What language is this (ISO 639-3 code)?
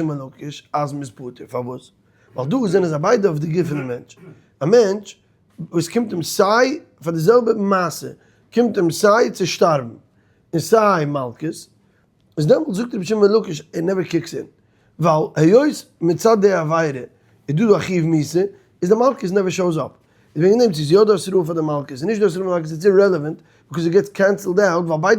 yid